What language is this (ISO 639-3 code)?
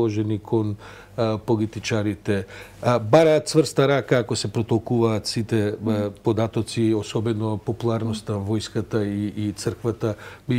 mkd